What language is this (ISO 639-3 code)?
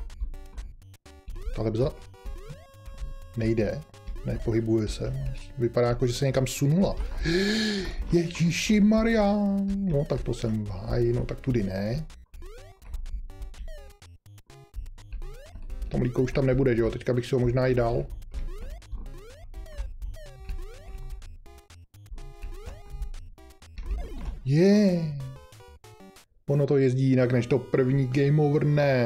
ces